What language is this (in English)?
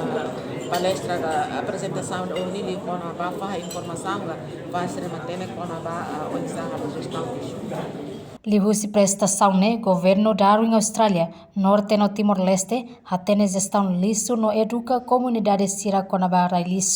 Tetum